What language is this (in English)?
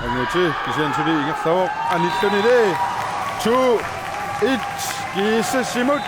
Kalaallisut